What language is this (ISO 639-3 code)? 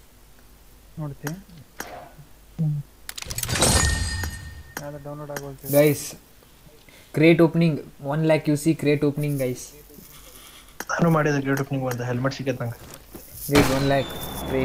kan